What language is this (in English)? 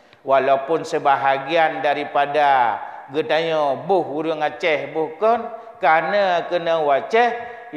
Achinese